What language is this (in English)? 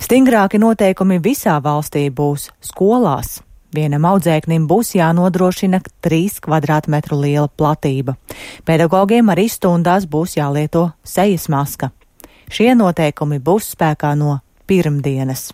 Latvian